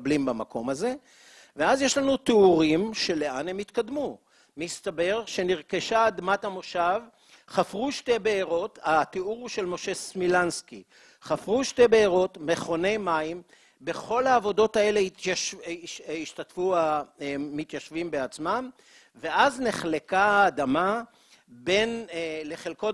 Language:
Hebrew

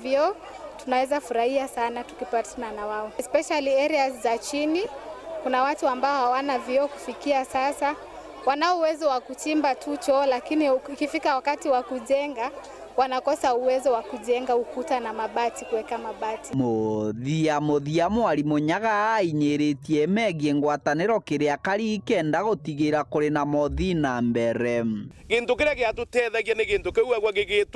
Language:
Meru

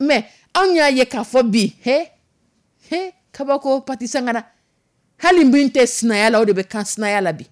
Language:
Dyula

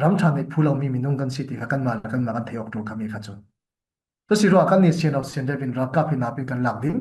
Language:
Falam Chin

